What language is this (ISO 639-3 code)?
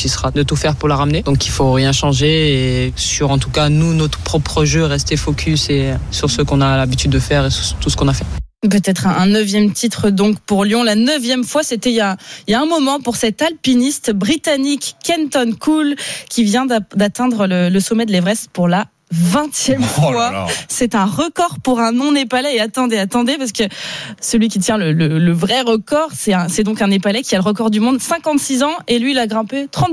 fra